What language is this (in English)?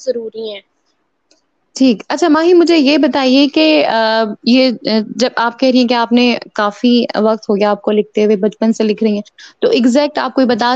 Urdu